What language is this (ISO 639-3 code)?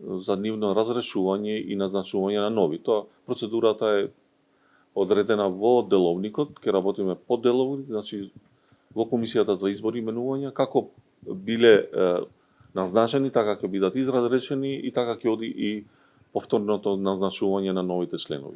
mkd